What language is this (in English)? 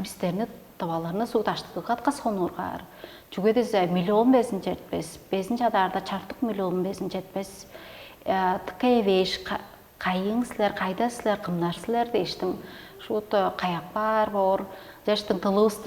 Tuvinian